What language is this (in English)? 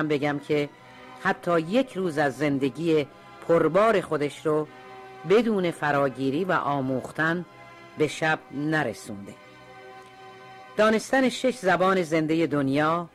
Persian